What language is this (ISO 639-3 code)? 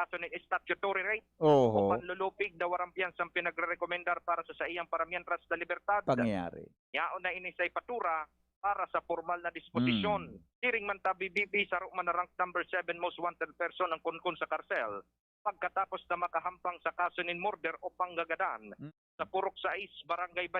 bik